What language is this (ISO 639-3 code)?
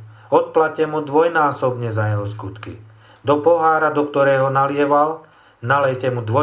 slk